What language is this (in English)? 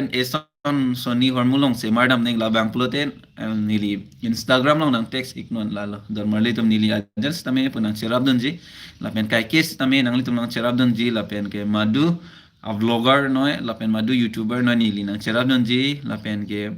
Karbi